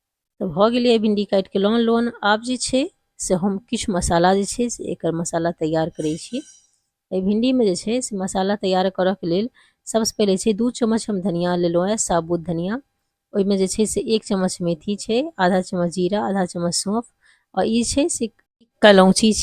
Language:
Maithili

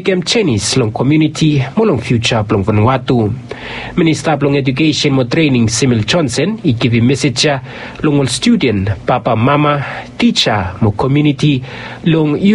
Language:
Bislama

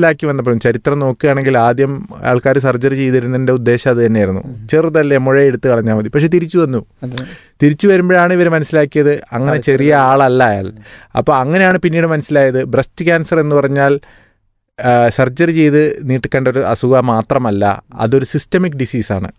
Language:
Malayalam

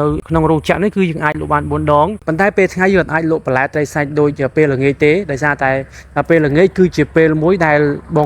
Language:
Khmer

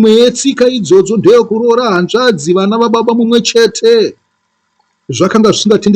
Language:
Shona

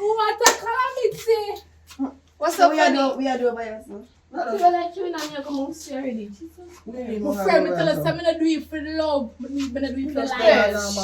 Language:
Jamaican Creole English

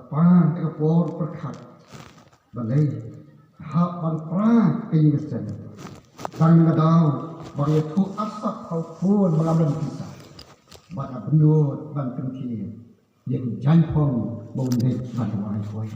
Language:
Khasi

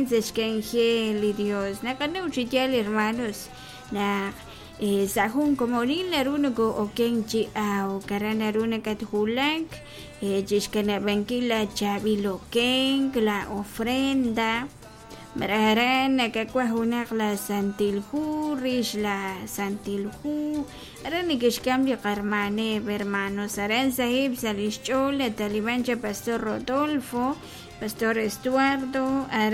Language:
Kekchí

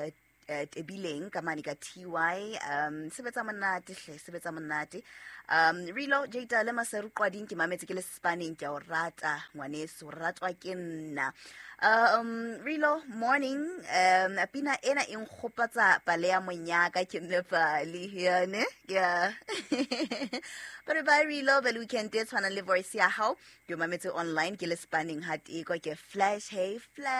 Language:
Southern Sotho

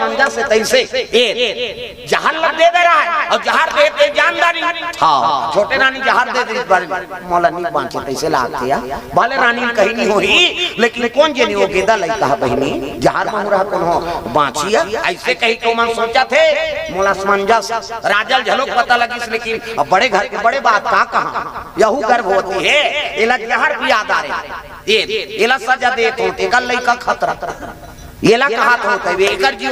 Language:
Chhattisgarhi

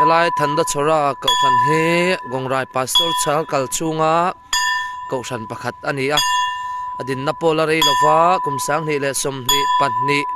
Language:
Mizo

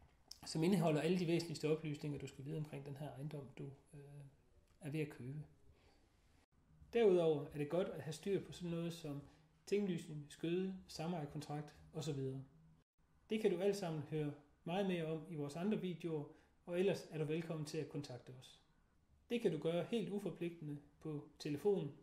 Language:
Danish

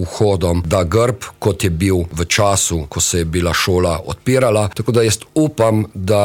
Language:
Slovenian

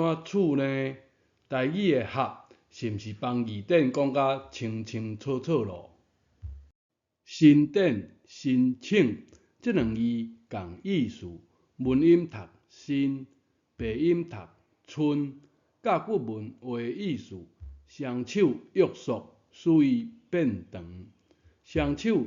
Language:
Min Nan Chinese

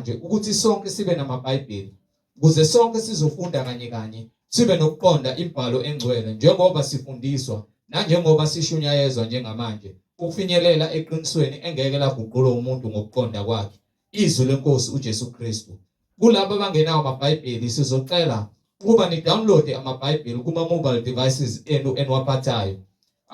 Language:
Zulu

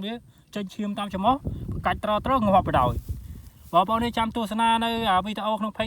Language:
Khmer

